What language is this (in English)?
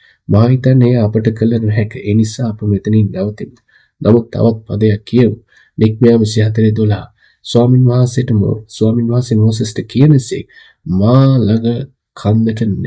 Sinhala